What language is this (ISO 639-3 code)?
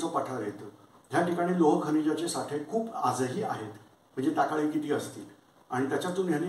mar